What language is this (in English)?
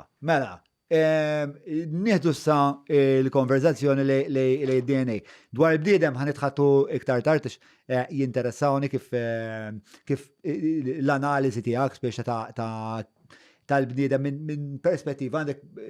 Maltese